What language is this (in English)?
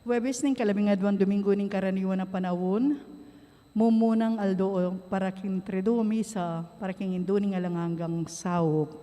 Pampanga